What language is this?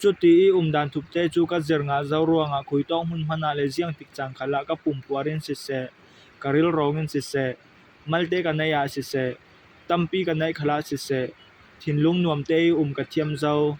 Falam Chin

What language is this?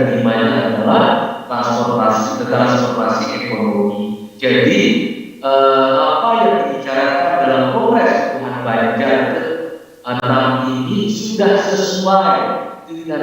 Banjar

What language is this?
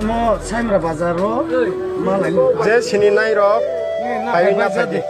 Kok Borok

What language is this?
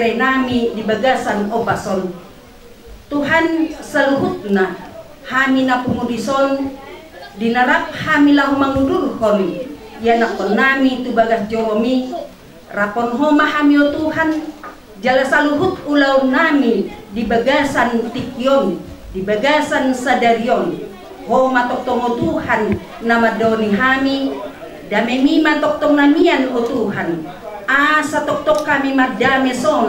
Batak Toba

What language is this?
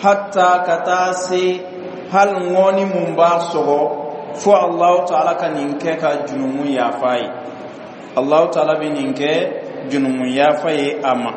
Bambara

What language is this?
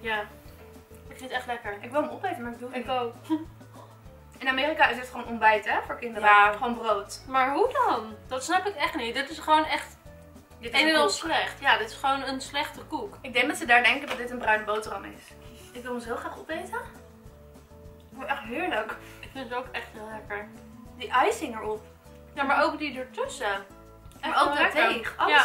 Dutch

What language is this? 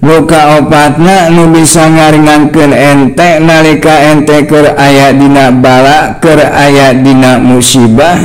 Sundanese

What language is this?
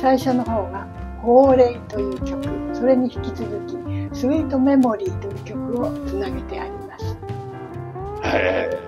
Japanese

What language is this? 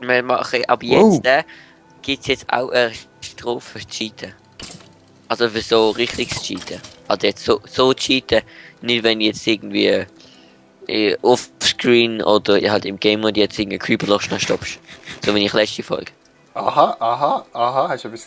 Swiss German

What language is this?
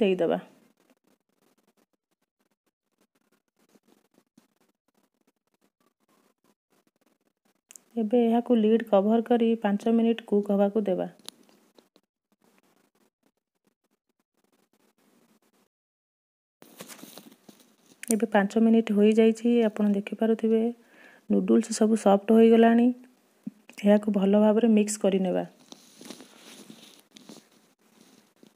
Odia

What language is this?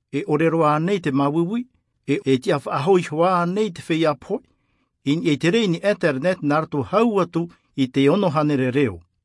Tahitian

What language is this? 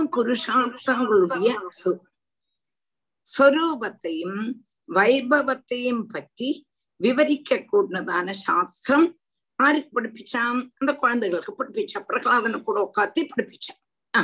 Tamil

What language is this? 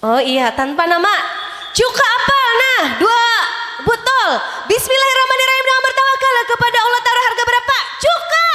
Banjar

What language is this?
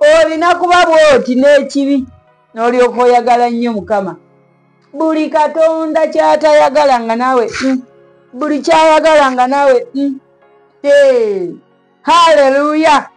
Ganda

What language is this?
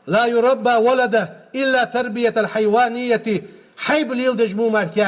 Ingush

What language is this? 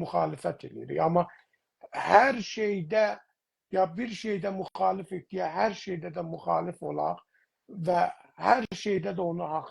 South Azerbaijani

